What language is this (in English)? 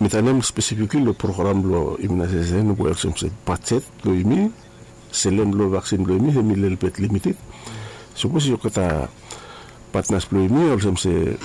Bislama